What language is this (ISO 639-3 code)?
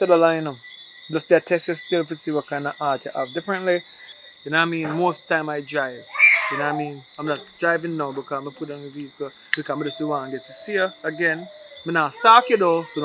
jam